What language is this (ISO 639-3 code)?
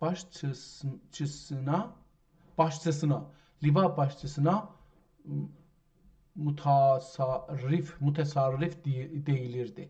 azb